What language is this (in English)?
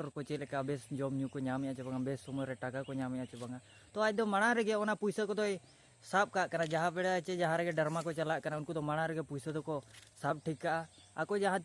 Santali